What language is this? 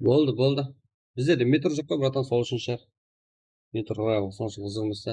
Kara-Kalpak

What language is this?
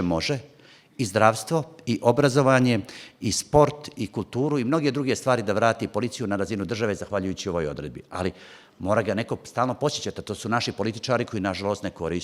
Bosnian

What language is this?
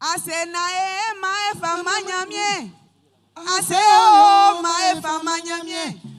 Baoulé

